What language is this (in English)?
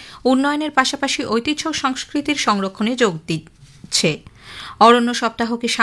Bangla